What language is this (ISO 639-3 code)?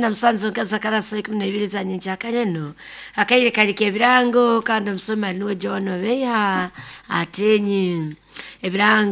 nyo